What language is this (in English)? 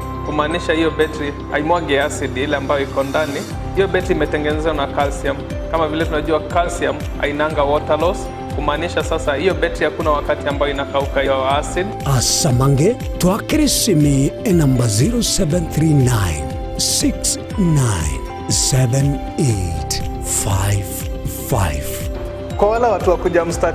Gusii